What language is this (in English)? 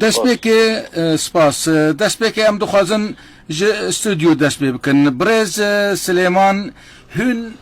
Kurdish